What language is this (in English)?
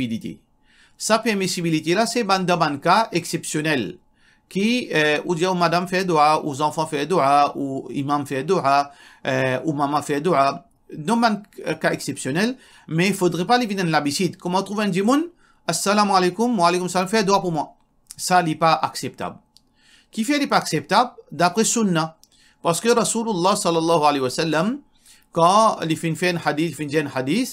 Morisyen